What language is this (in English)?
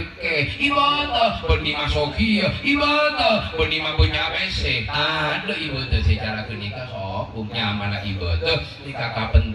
Madurese